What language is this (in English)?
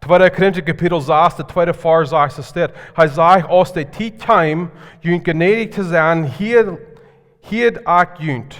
Plautdietsch